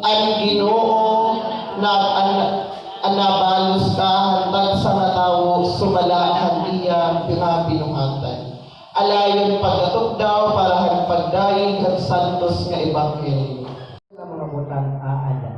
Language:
Waray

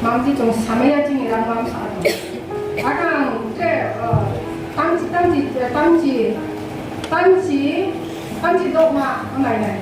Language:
Riang (India)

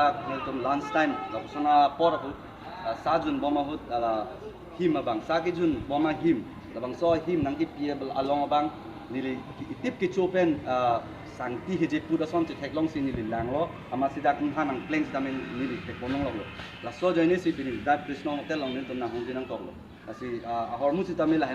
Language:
Karbi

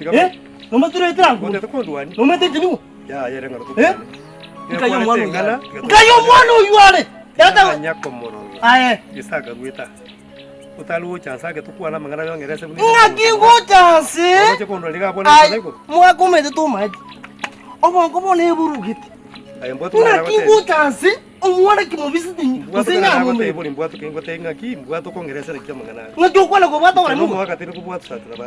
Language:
Gusii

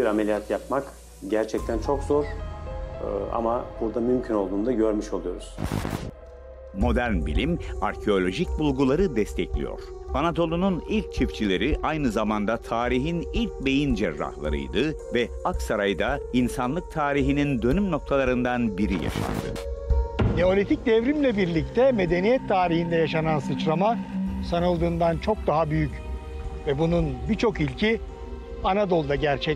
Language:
Turkish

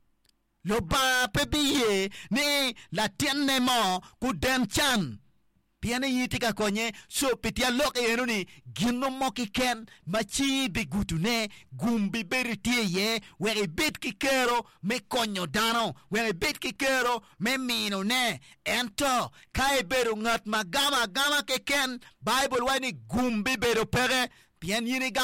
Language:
Acoli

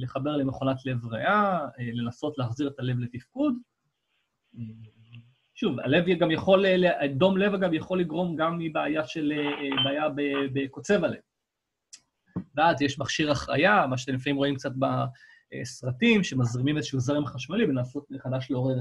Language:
Hebrew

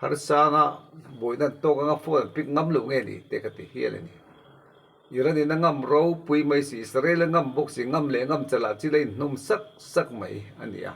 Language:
Mizo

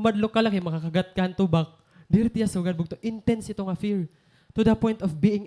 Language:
Waray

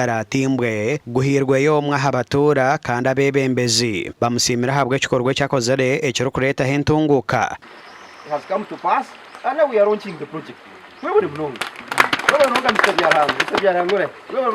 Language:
Nyankole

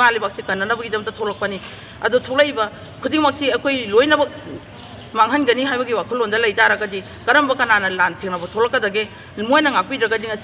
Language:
Manipuri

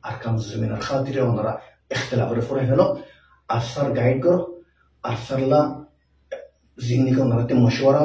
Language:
Rohingya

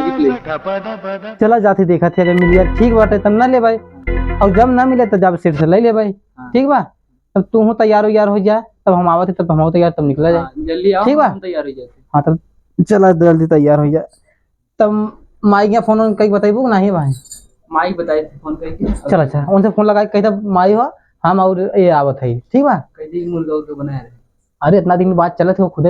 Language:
Awadhi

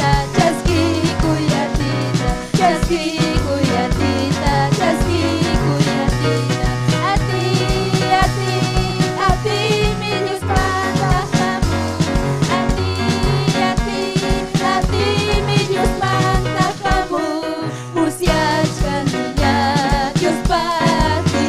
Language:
Ayacucho Quechua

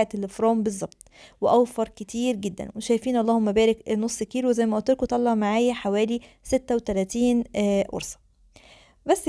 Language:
Egyptian Arabic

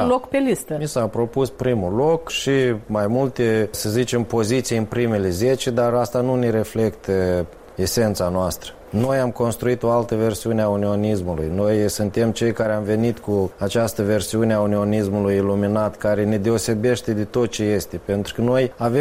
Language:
Romanian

